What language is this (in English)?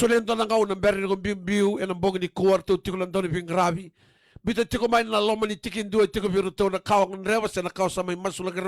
Fijian